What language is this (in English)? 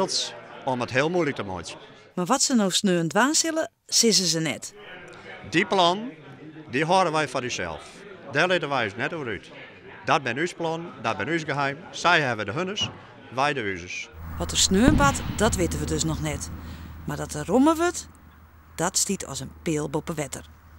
Western Frisian